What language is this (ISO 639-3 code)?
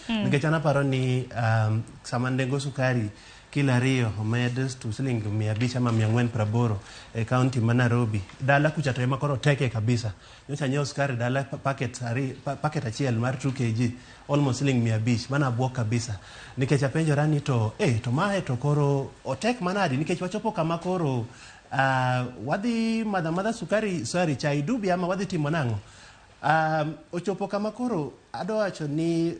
luo